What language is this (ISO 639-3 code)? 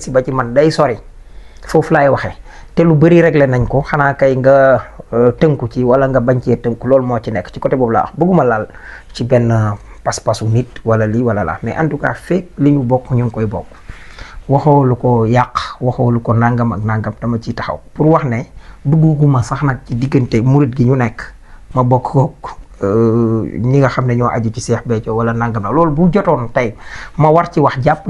wol